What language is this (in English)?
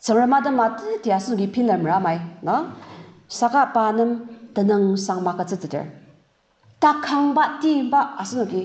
Ao Naga